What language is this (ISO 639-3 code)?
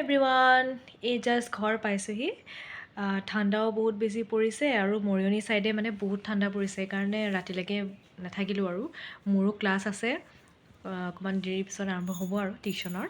asm